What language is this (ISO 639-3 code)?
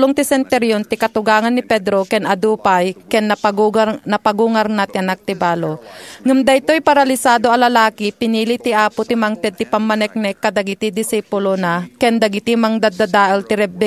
ilo